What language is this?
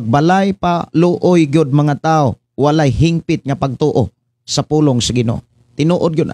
Cebuano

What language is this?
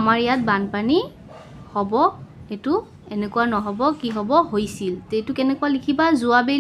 Assamese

